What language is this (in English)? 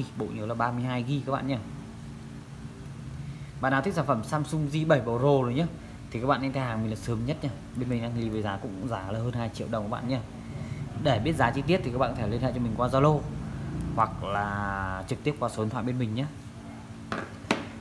Vietnamese